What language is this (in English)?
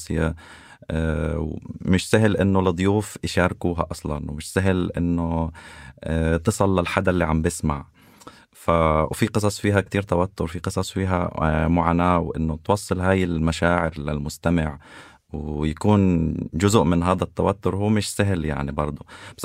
North Levantine Arabic